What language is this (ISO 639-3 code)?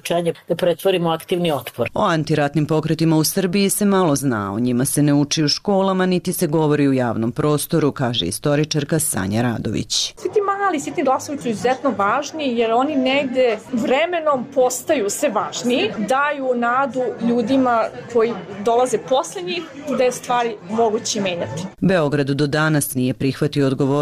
srp